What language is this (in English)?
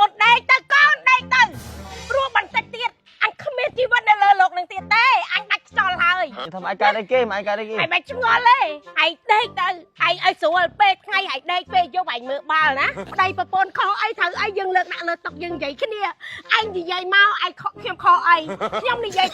Khmer